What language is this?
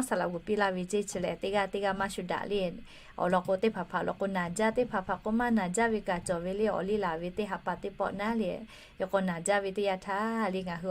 Lahu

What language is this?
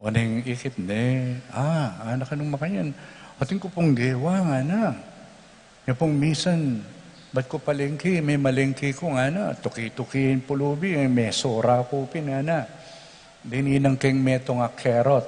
Pampanga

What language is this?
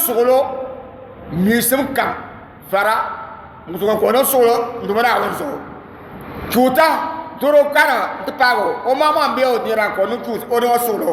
Dagbani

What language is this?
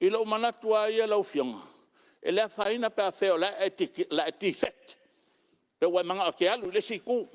Samoan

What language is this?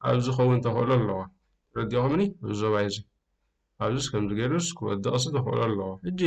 Tigrinya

